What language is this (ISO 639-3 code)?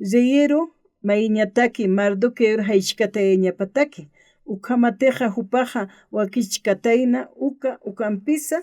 aym